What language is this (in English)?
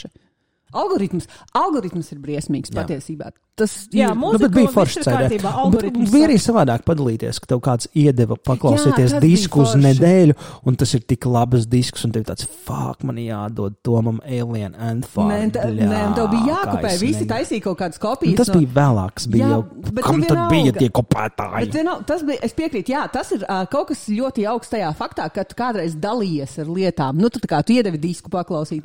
Latvian